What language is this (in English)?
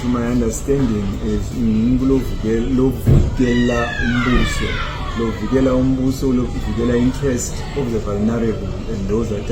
Swati